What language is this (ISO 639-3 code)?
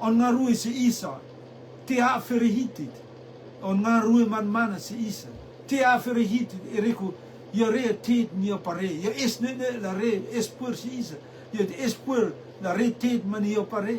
rtm